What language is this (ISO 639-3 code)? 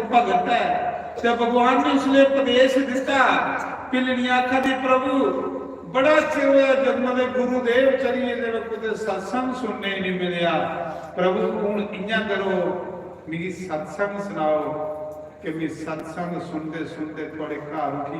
doi